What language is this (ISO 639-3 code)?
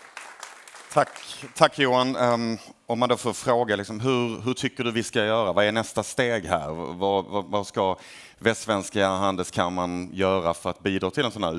swe